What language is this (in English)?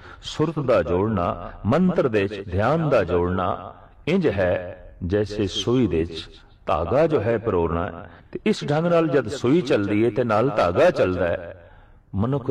Punjabi